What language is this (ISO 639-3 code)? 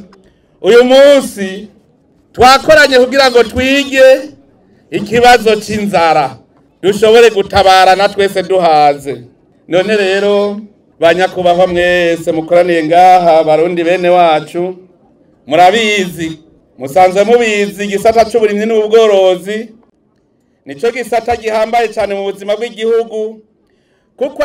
run